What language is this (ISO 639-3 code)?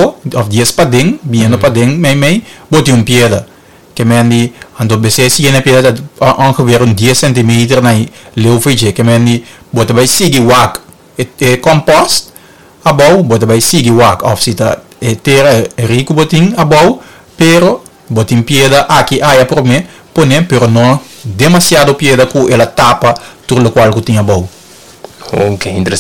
pap